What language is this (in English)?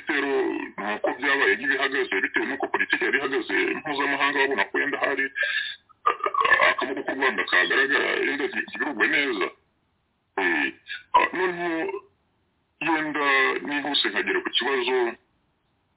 Kinyarwanda